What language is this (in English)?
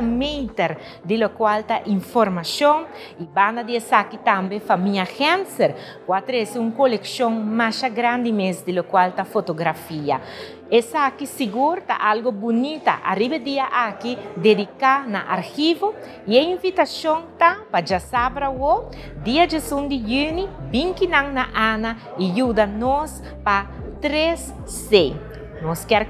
Papiamento